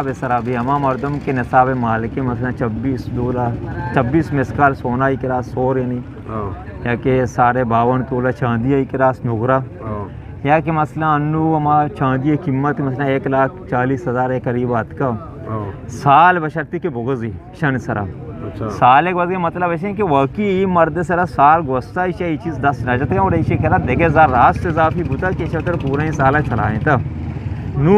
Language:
Eastern Balochi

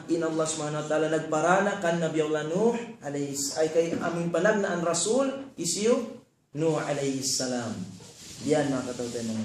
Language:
Tausug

